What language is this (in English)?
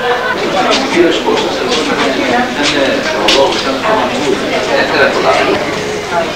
Greek